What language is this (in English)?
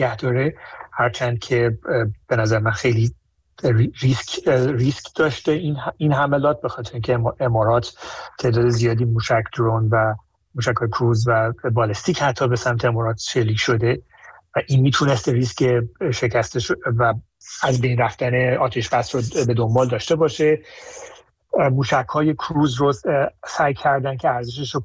Persian